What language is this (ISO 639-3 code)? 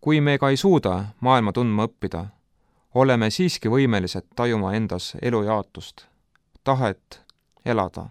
est